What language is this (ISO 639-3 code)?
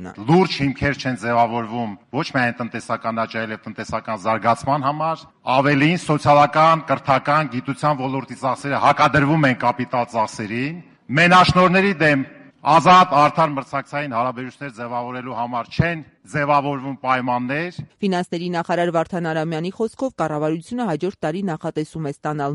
hye